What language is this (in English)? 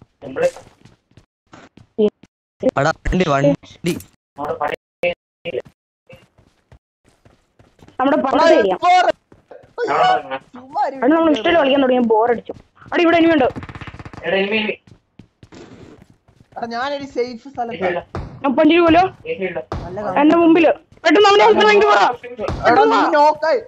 Malayalam